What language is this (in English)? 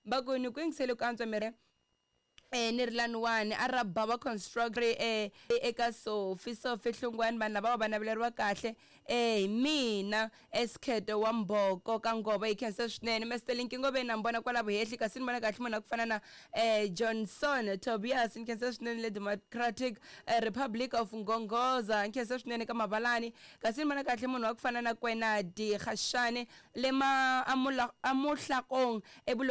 Tsonga